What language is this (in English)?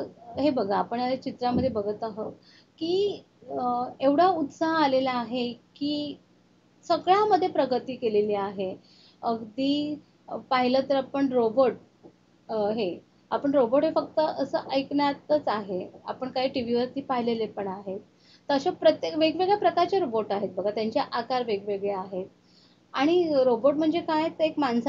Marathi